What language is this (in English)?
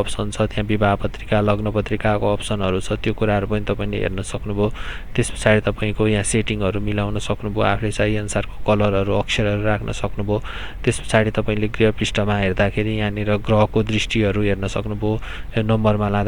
Nepali